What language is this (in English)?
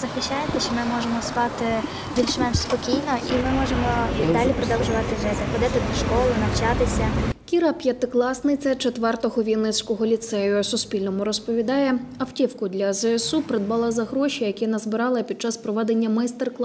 Ukrainian